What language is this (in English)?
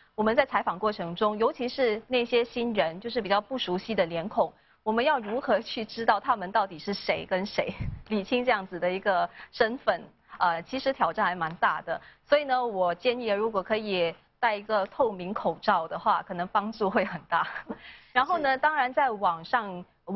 Chinese